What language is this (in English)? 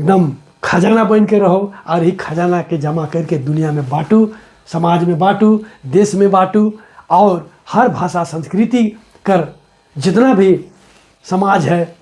Sadri